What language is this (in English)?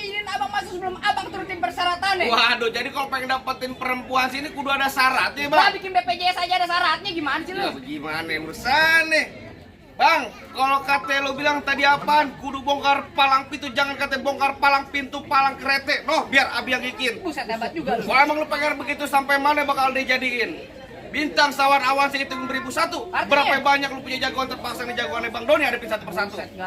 Betawi